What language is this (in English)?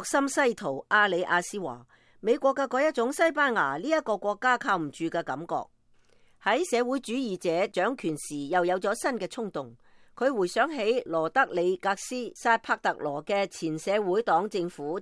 Cantonese